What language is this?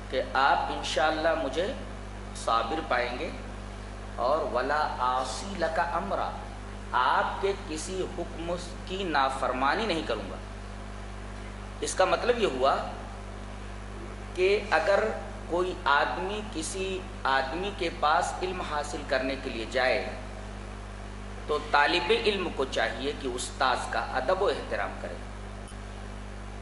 Urdu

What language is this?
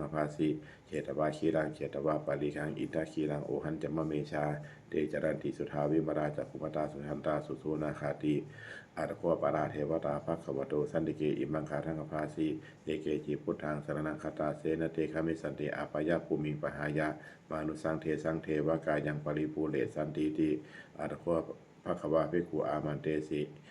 Pali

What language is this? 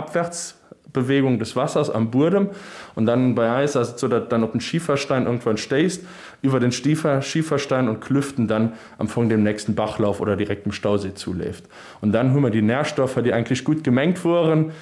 Luxembourgish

